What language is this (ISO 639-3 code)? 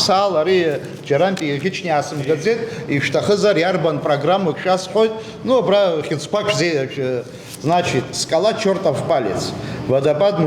abk